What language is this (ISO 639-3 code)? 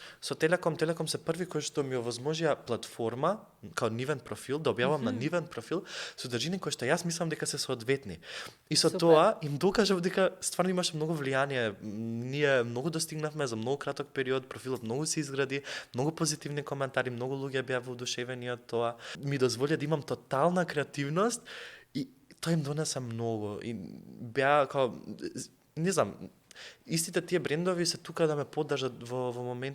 mkd